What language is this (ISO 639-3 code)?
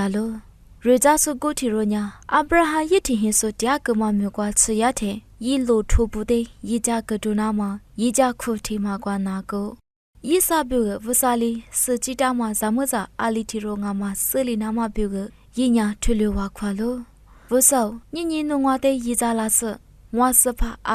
lis